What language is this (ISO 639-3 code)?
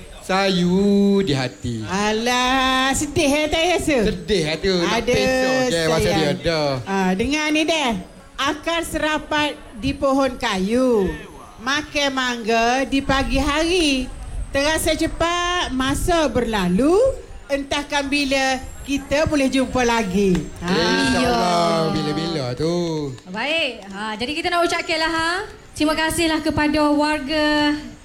msa